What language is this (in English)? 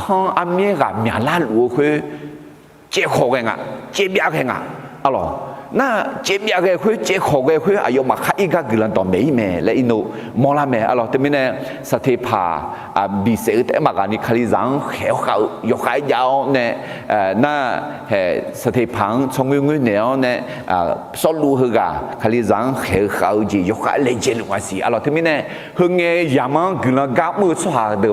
Akha